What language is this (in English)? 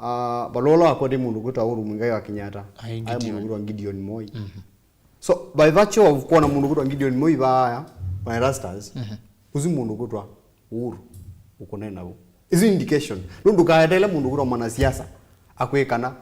Kamba